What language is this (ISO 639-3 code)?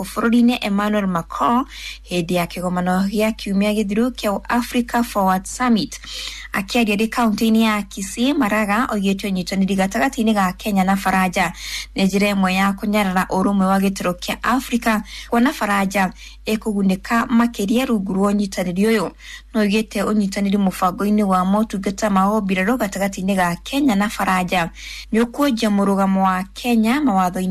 kik